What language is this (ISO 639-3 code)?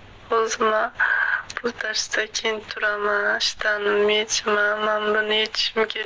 uzb